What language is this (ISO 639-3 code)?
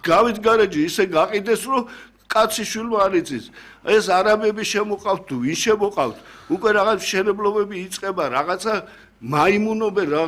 kat